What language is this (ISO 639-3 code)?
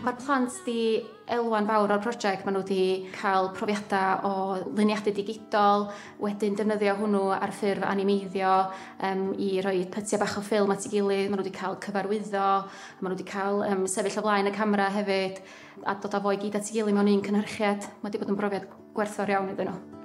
cym